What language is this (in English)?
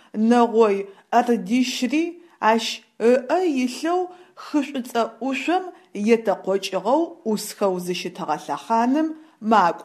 Adyghe